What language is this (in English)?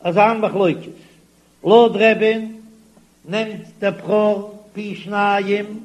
Yiddish